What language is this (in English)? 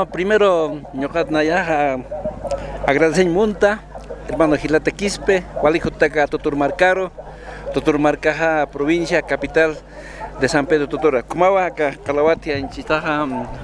Aymara